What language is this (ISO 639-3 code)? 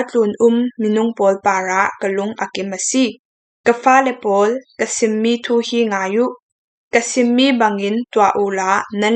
cfm